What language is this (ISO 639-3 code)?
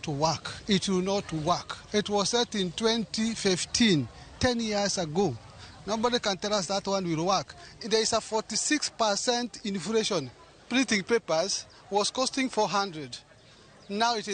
luo